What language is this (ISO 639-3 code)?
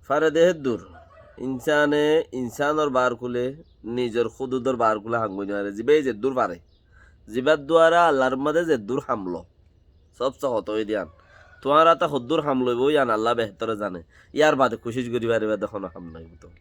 rhg